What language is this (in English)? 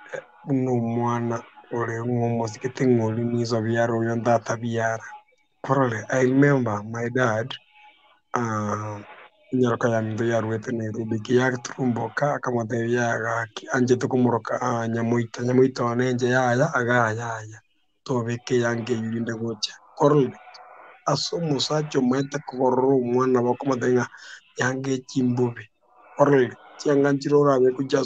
Gusii